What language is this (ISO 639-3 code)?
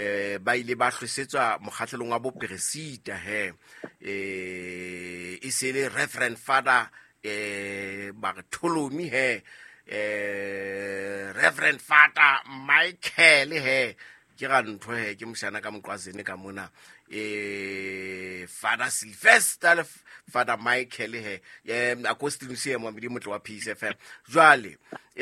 sot